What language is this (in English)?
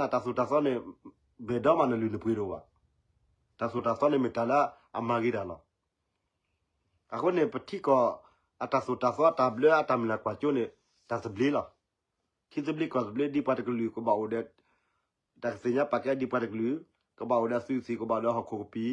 S'gaw Karen